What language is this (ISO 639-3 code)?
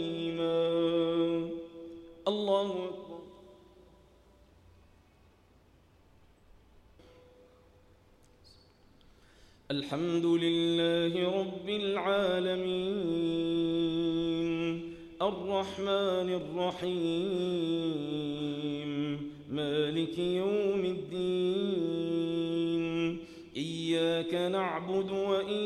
ara